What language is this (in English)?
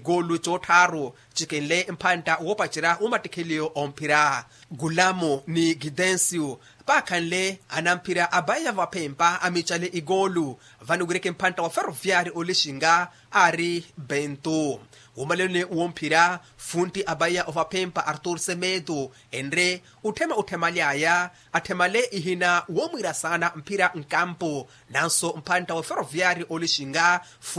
Makhuwa